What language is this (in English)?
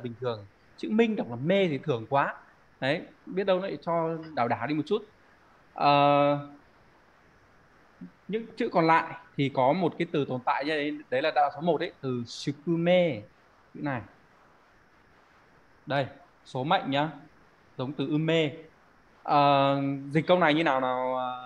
Vietnamese